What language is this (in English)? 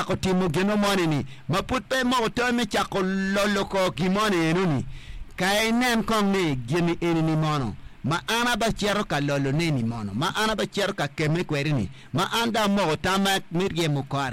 Acoli